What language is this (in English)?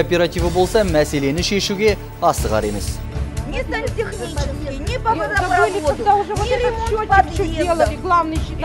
Kazakh